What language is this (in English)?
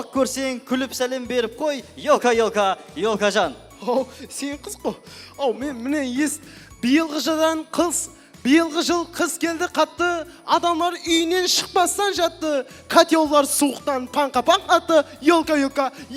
Kara-Kalpak